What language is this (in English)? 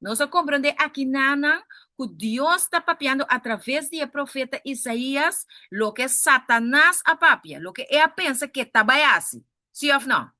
Papiamento